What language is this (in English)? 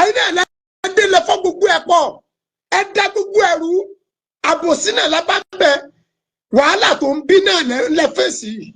Yoruba